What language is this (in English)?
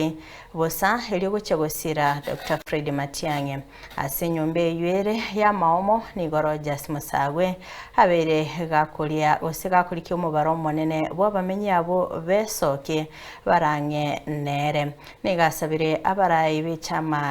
Gusii